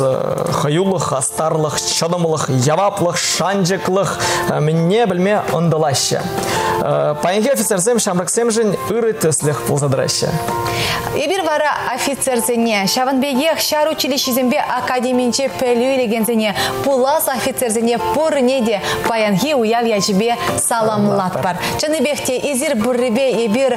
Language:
Chuvash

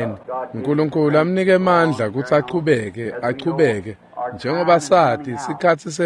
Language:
Swati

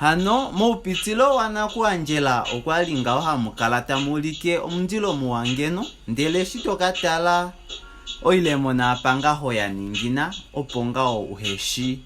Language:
Kuanyama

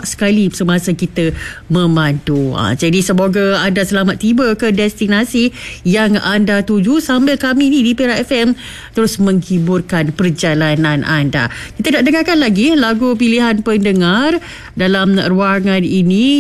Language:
Malay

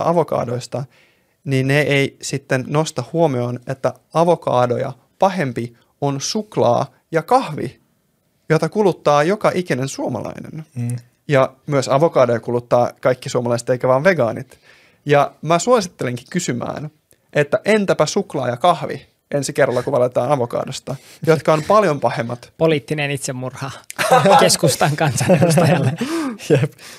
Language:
Finnish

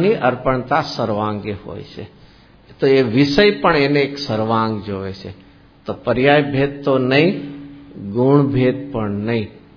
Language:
Gujarati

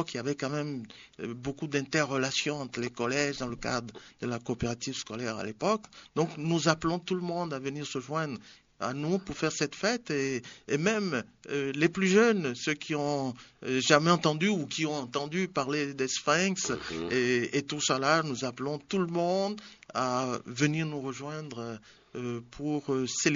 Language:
French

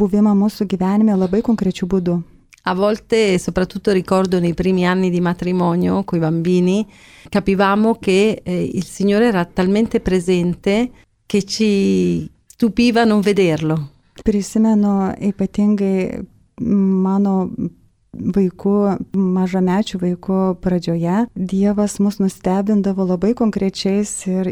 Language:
Lithuanian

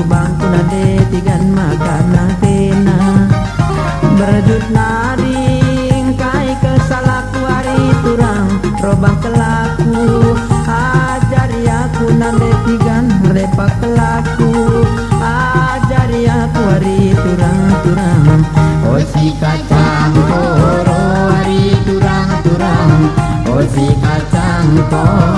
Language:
Batak Karo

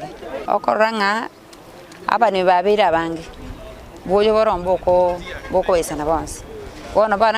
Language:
Gusii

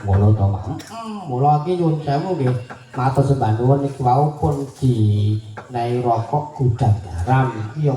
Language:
Javanese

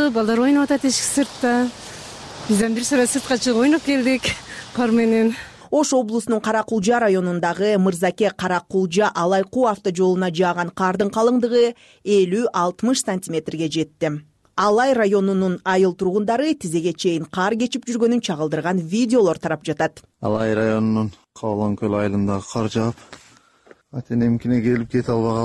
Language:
Kyrgyz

